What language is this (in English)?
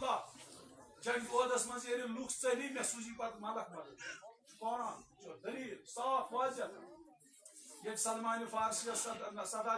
Kashmiri